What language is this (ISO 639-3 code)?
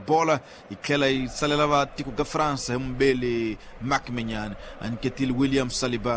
tso